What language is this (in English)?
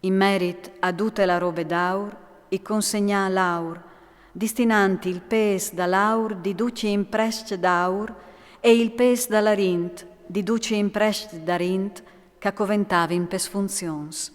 Friulian